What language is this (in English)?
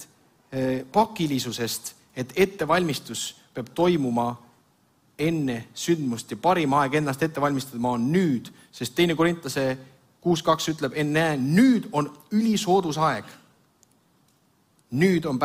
Estonian